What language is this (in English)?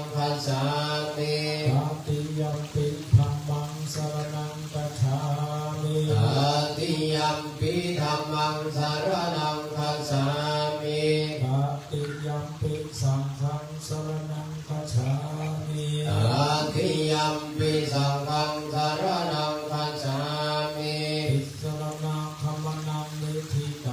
Pali